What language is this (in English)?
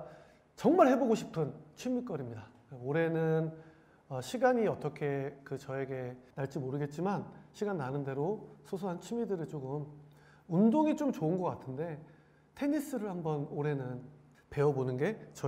Korean